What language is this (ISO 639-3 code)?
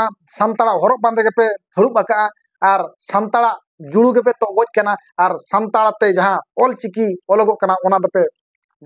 sat